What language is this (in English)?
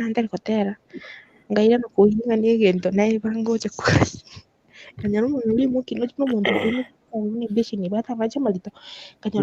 Gusii